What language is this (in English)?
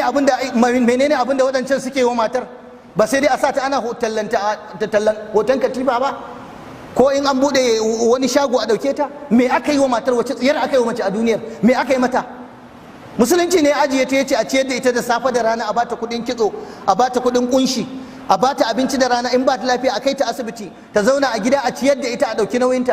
Hausa